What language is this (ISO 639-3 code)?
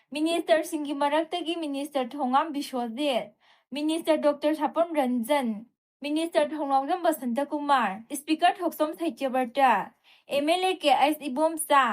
mni